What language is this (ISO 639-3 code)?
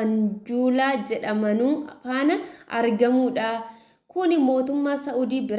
orm